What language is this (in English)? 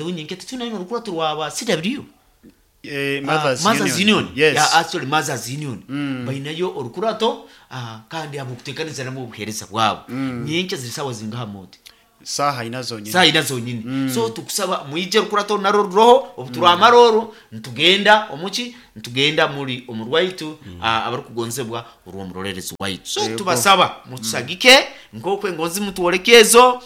Nyoro